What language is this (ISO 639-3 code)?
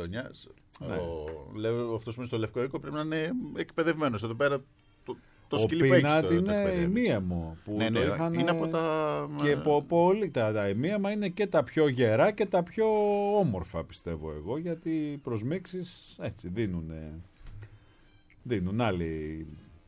ell